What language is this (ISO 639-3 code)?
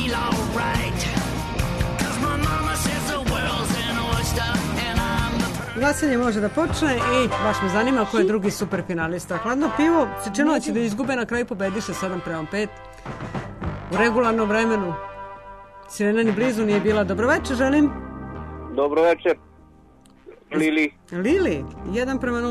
srp